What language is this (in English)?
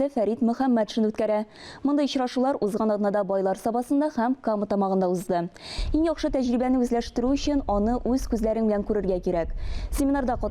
Tatar